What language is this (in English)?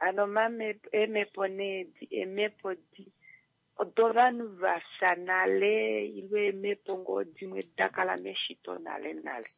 Kuanyama